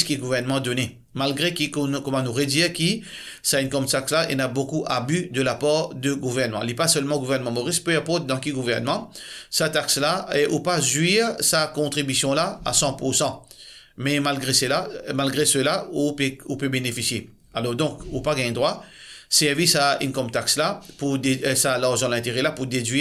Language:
Morisyen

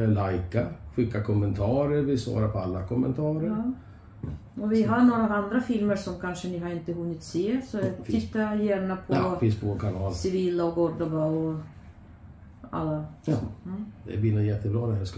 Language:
Swedish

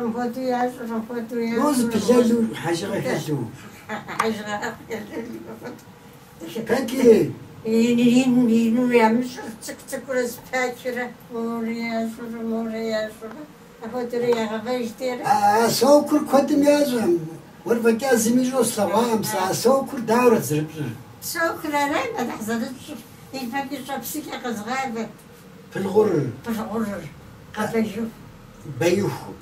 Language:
Kabardian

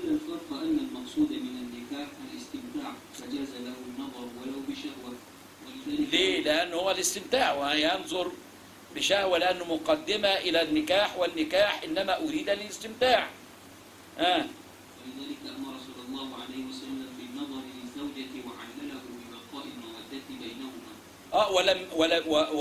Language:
Egyptian Arabic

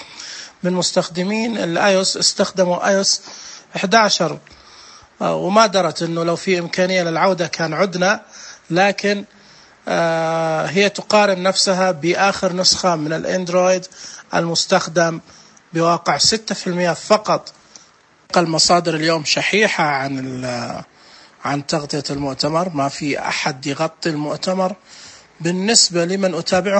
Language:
Najdi Arabic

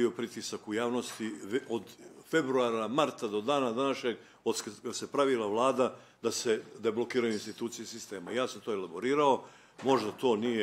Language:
Bosnian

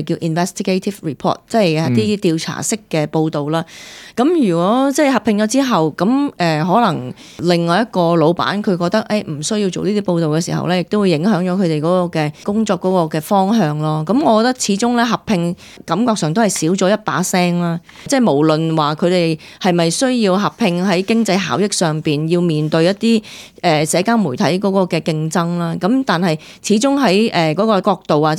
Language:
Cantonese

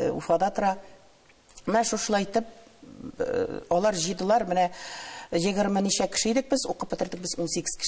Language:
Tatar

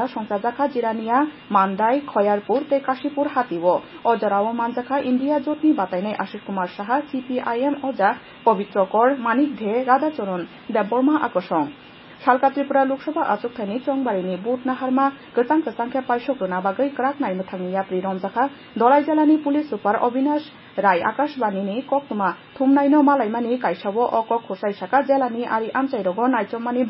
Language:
Kok Borok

